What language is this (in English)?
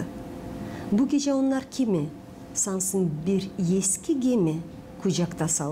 Gagauz